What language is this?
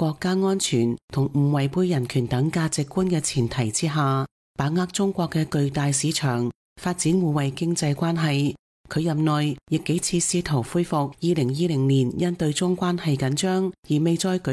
Cantonese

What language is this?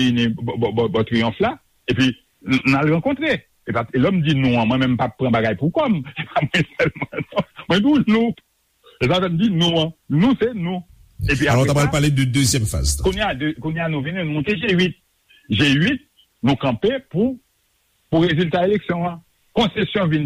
Haitian Creole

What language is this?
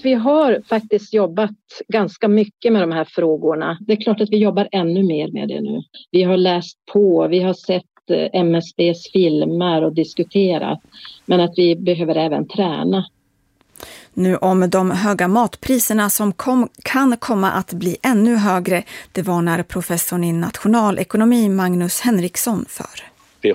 Swedish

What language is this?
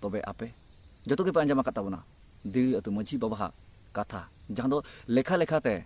Santali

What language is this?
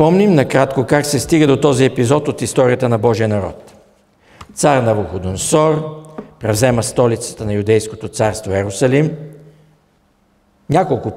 Bulgarian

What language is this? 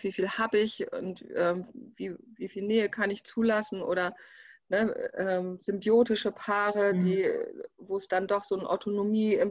German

